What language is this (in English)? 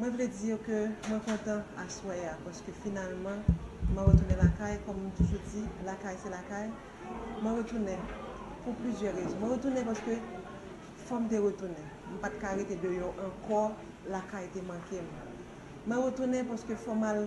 Haitian Creole